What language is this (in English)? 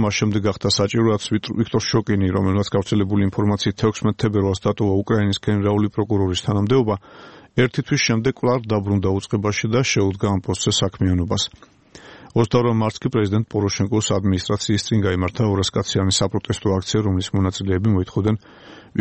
Georgian